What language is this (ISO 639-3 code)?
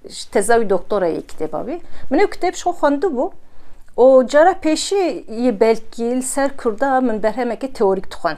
kur